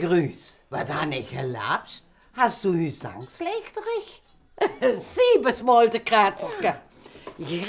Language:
Limburgish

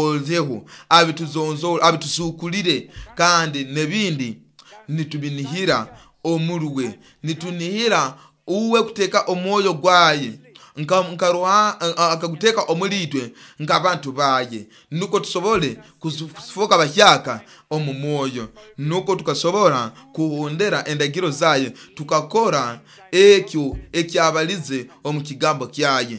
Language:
Nyoro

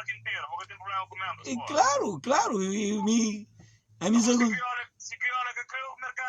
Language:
Kabuverdianu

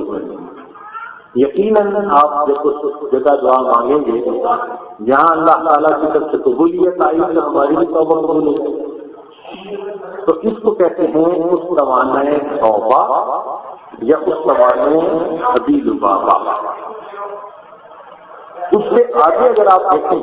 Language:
Urdu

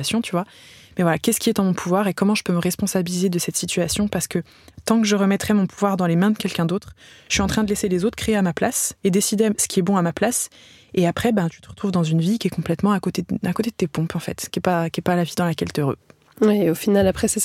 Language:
French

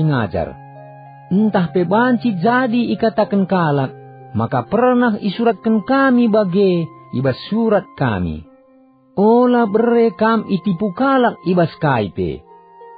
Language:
Batak Karo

